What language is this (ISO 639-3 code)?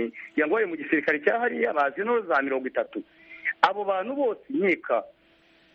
kin